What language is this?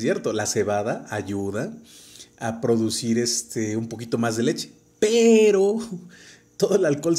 Spanish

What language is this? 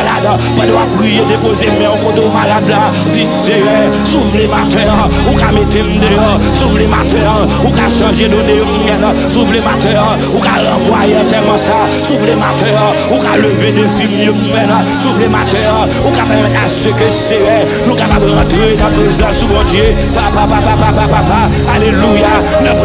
Haitian Creole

